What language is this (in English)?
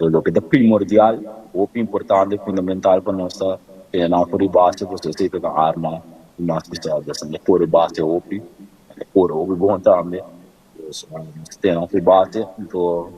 Papiamento